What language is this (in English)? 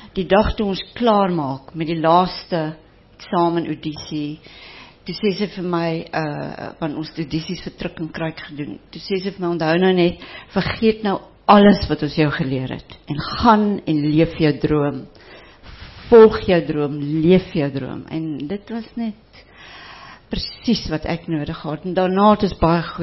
Afrikaans